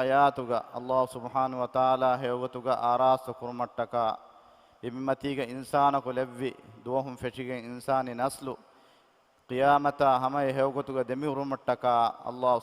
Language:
Divehi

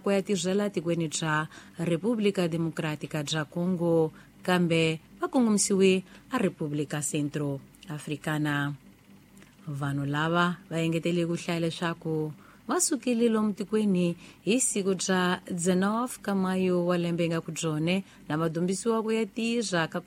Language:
Tsonga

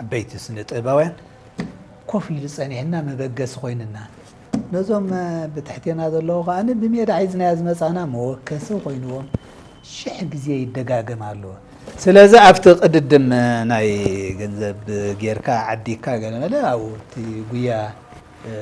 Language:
Tigrinya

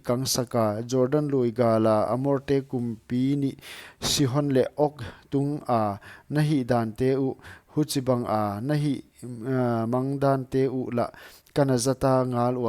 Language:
Paite Chin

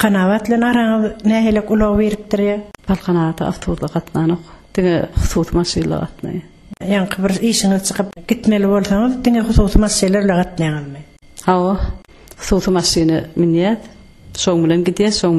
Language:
Turkmen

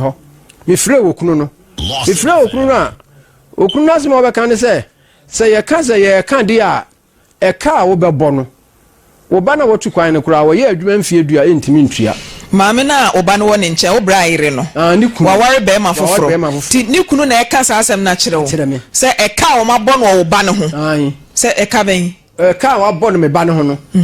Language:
Akan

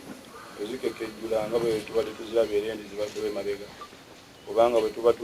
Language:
Ganda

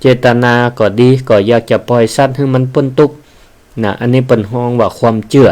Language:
Northern Thai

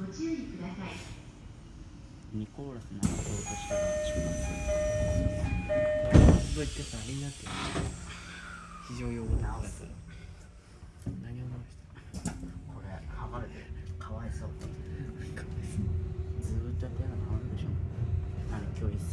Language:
Japanese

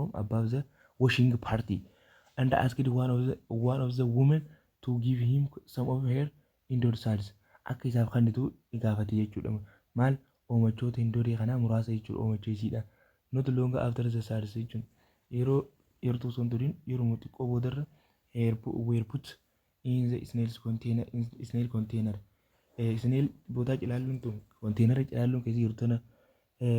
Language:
Oromo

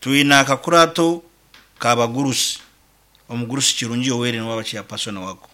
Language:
Nyankole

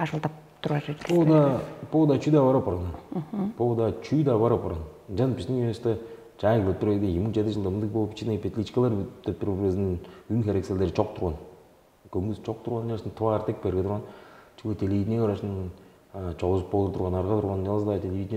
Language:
Tuvinian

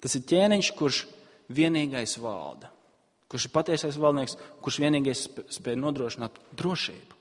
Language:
Latvian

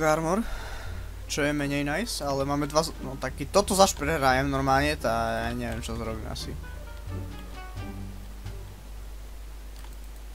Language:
Slovak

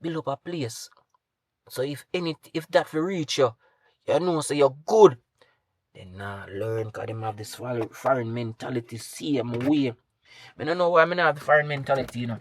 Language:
Jamaican Creole English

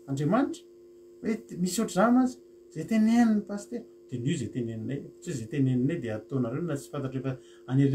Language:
Malagasy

